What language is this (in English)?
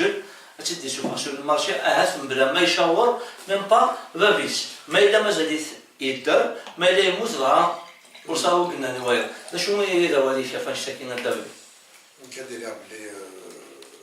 Kabyle